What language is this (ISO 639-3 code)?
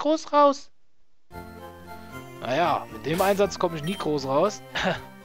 deu